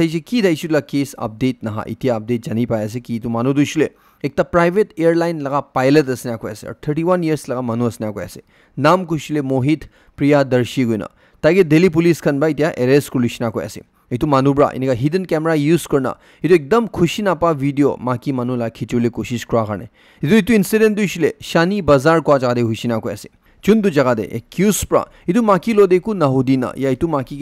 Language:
Naga Pidgin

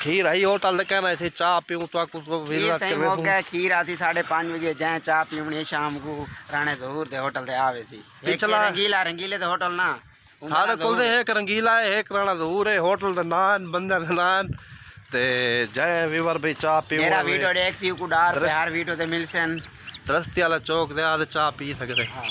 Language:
Saraiki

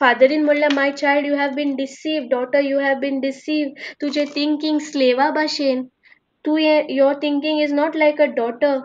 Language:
Konkani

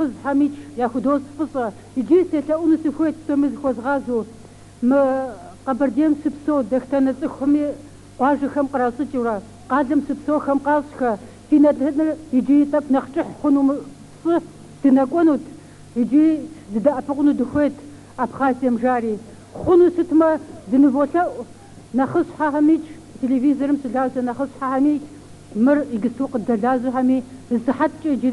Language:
Kabardian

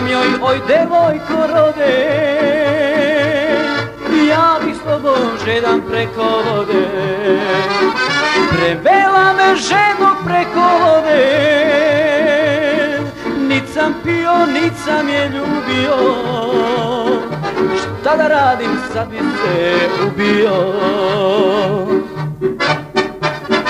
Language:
Serbian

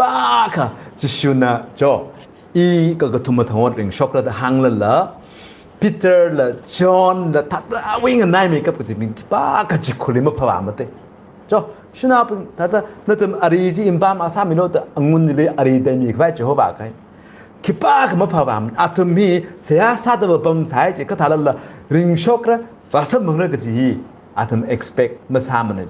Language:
Tangkhul Naga (India)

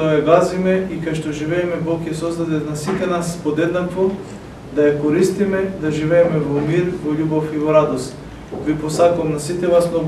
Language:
Macedonian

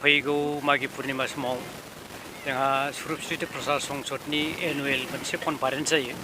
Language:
Bodo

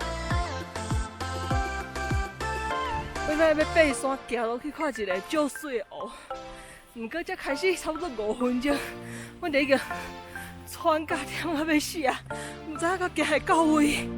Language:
Min Nan Chinese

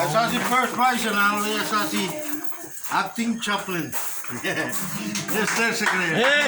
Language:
Pohnpeian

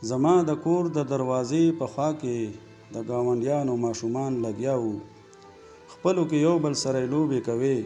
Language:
Pashto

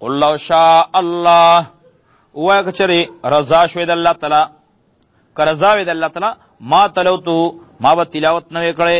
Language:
Pashto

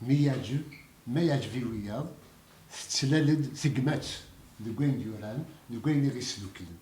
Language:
Kabyle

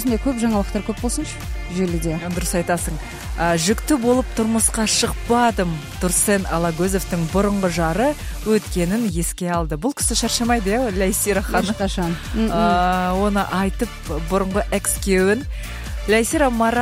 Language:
Kazakh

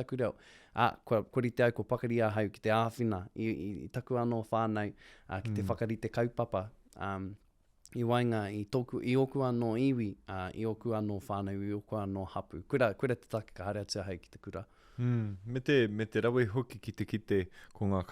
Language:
Māori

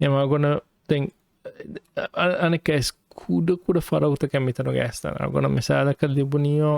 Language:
Divehi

